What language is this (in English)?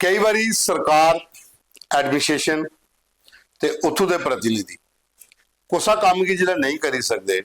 Dogri